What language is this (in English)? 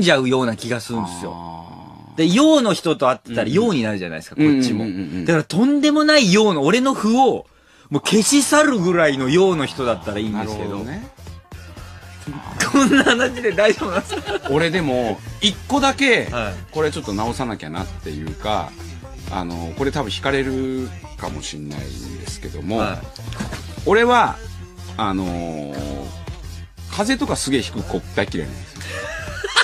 Japanese